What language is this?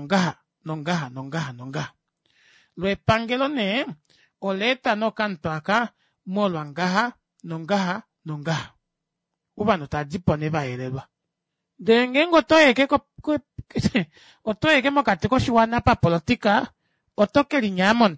Kuanyama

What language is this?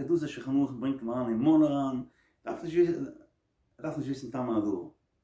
Yiddish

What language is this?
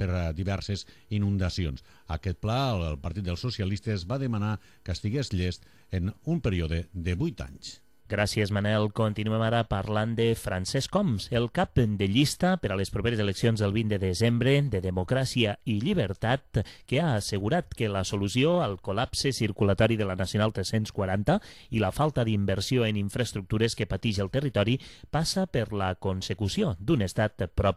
Catalan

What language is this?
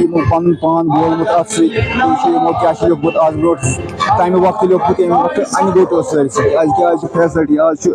Kashmiri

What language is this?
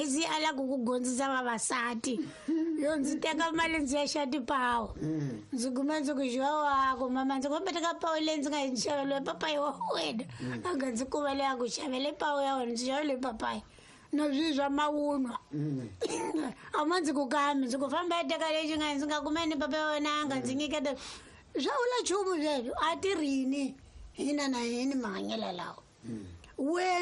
Tsonga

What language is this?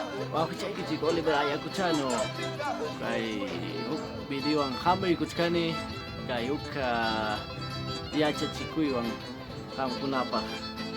Ayacucho Quechua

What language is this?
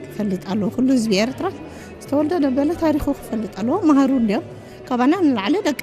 Tigrinya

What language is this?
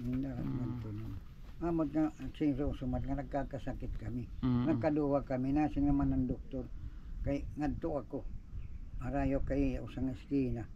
Waray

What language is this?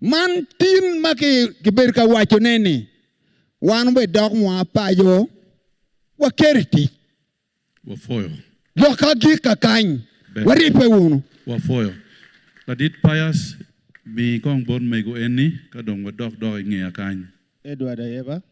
Acoli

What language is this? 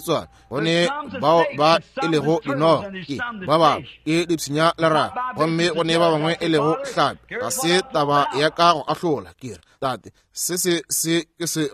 Northern Sotho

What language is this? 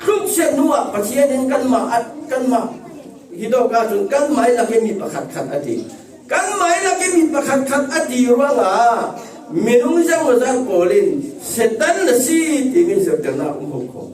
Falam Chin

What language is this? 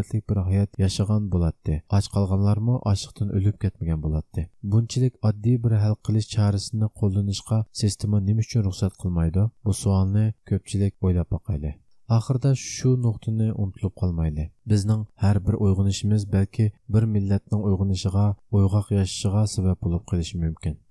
Uyghur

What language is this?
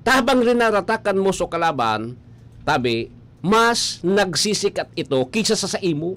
Bikol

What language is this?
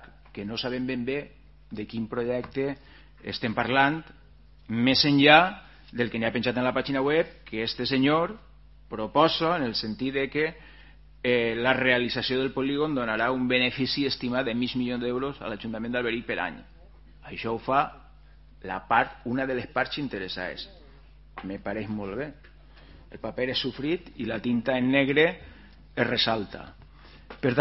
Catalan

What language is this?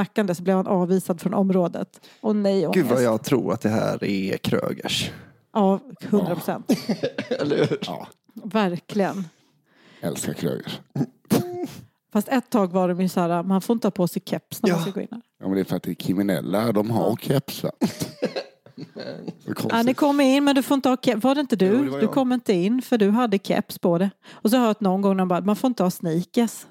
Swedish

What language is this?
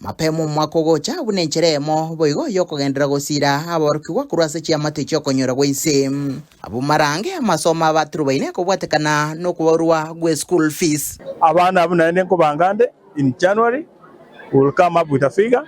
Gusii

